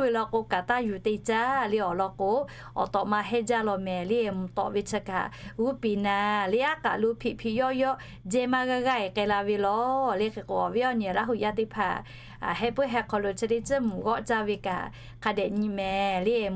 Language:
Lahu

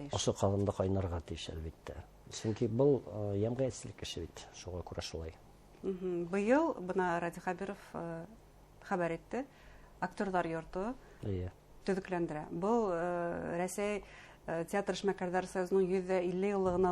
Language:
Bashkir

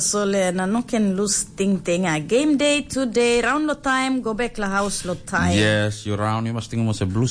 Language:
Tok Pisin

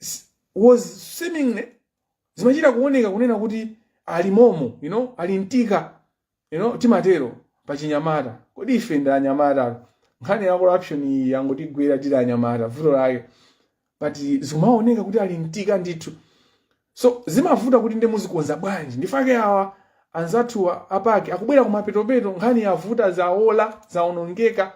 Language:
Nyanja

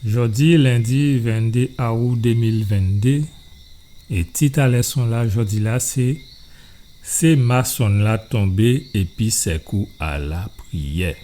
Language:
Guadeloupean Creole French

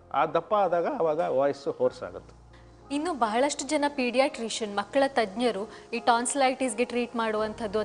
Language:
Kannada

